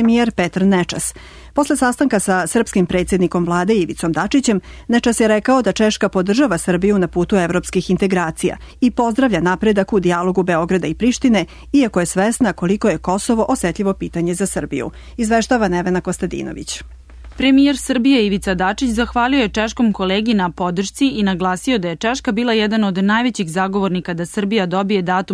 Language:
Serbian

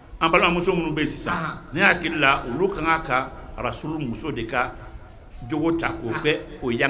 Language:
Bambara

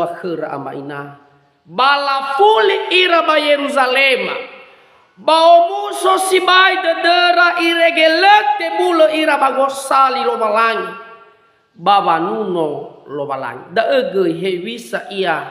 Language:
Nias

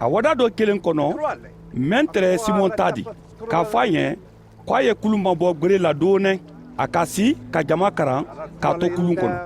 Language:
Mandingo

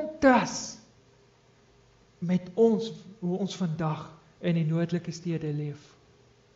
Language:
Afrikaans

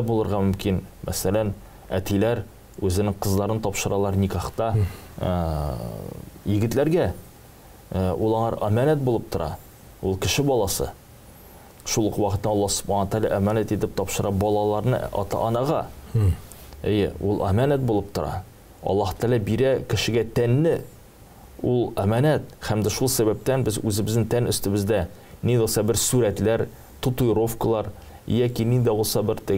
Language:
Tatar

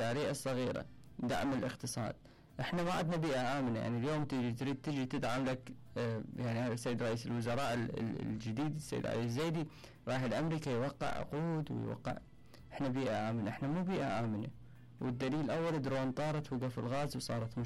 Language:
Mesopotamian Arabic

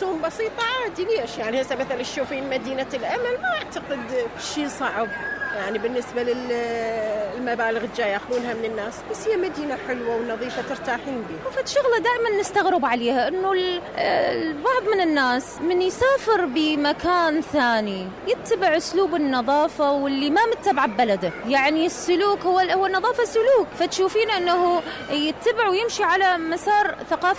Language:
Mesopotamian Arabic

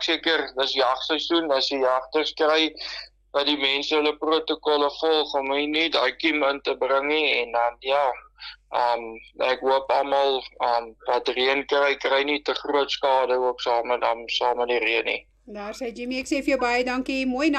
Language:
Afrikaans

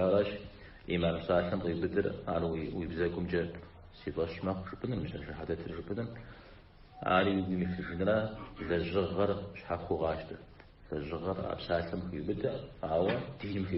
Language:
Kabardian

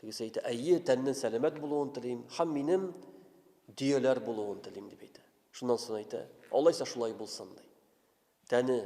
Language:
Tatar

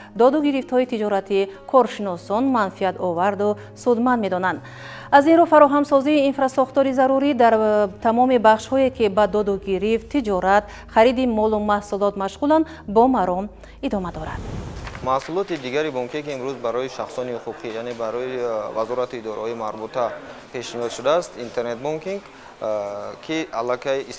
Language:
Tajik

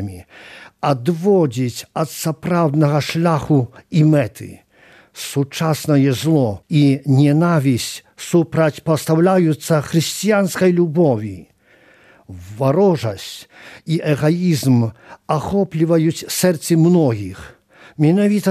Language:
Belarusian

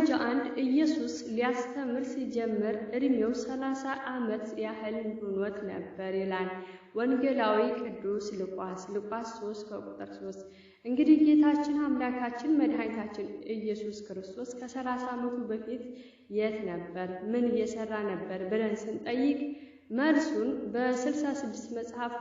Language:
Amharic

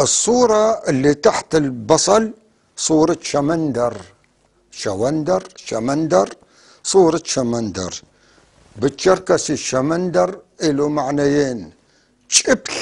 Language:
North Levantine Arabic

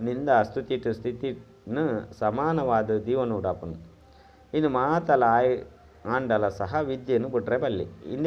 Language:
Tulu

